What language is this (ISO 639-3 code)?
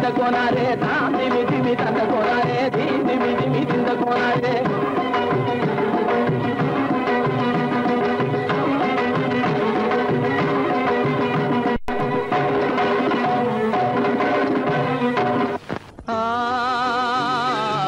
tam